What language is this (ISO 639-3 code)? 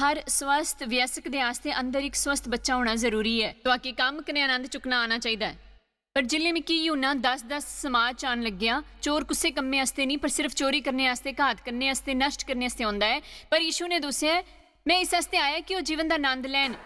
doi